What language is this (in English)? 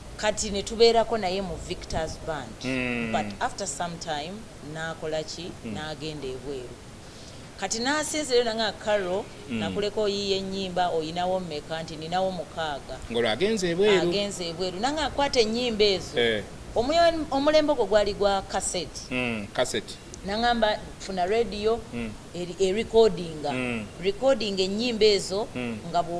Ganda